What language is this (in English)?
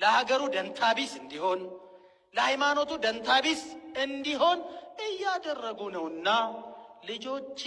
Amharic